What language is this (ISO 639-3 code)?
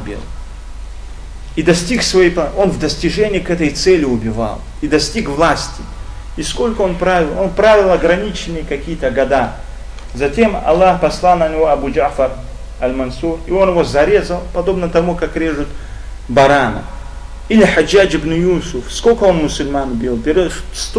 rus